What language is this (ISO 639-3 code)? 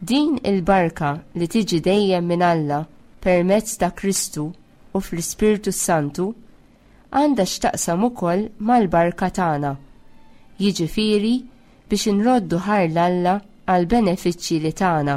mlt